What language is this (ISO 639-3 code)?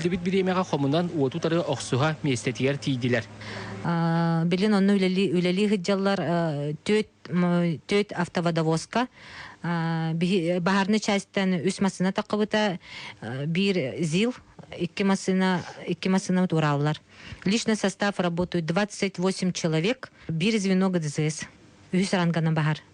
sah